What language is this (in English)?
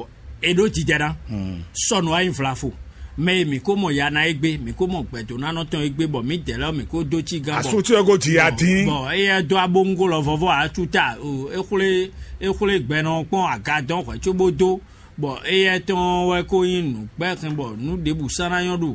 Fon